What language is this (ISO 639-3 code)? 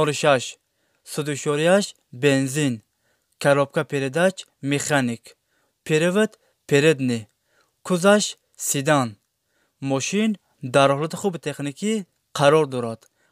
tgk